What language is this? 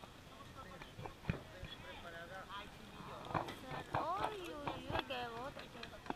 Spanish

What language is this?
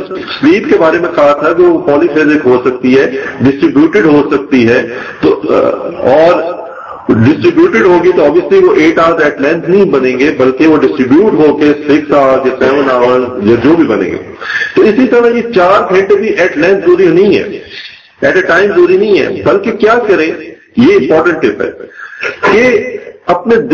Urdu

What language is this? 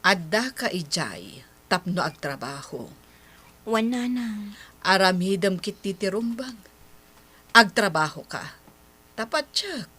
Iloko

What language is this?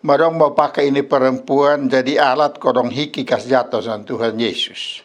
Kupang Malay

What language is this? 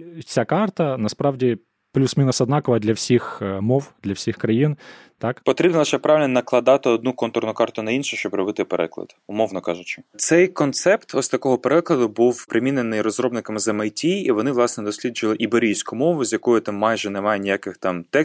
Ukrainian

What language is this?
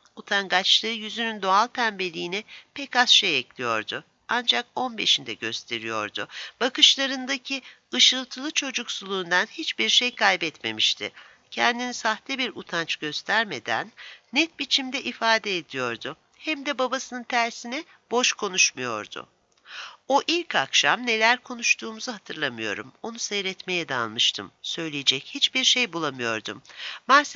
Turkish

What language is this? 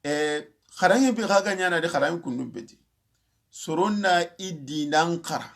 Soninke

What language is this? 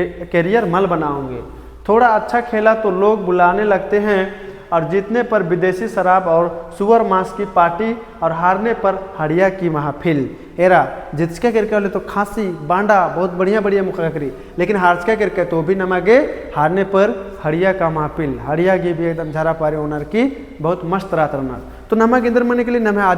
Kurukh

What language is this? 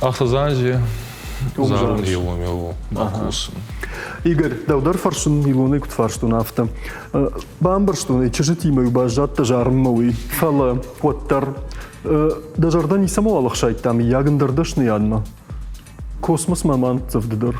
Ossetic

